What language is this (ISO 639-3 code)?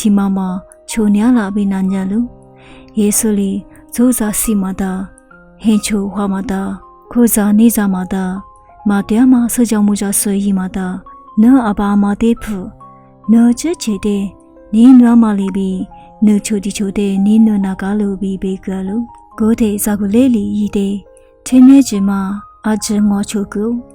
lis